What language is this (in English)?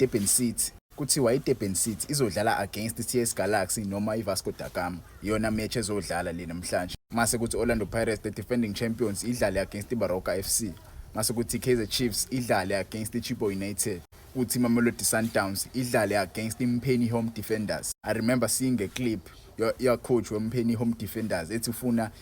Zulu